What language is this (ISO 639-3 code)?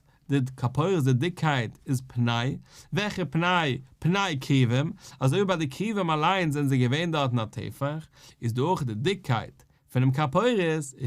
yid